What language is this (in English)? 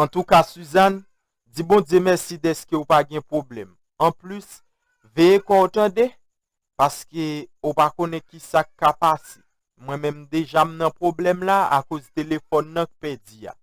Haitian Creole